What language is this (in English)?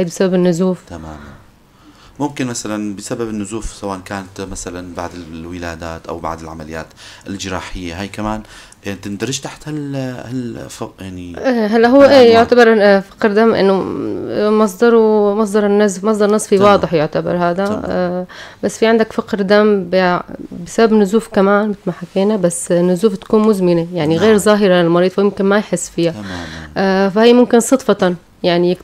North Levantine Arabic